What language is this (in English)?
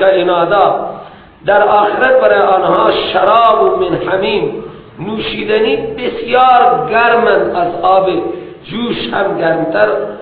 Persian